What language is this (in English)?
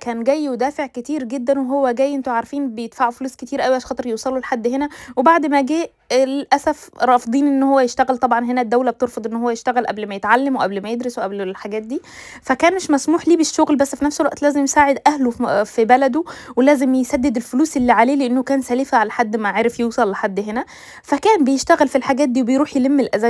Egyptian Arabic